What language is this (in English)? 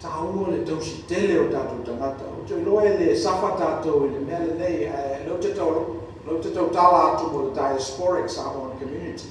Samoan